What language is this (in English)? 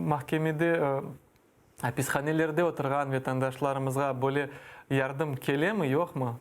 Crimean Tatar